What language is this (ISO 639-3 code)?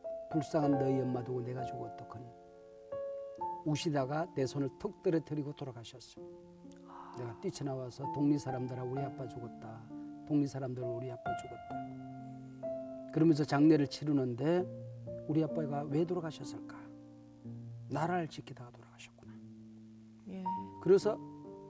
kor